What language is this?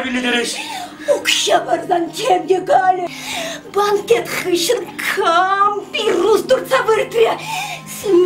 Chuvash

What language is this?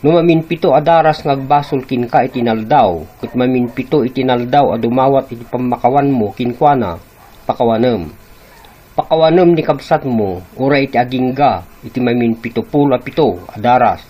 Iloko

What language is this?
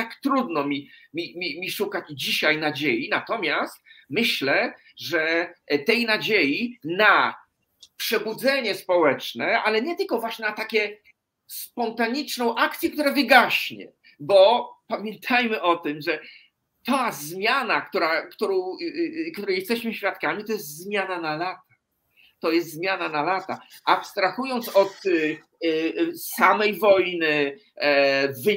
Polish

